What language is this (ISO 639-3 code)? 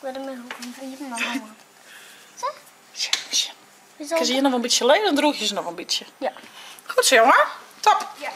fry